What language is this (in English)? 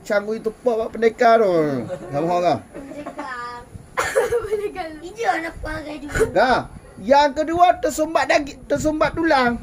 Achinese